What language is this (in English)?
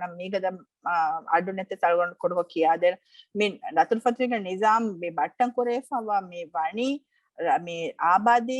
Divehi